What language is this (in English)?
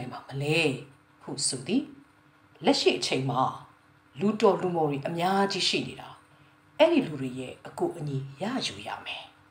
Burmese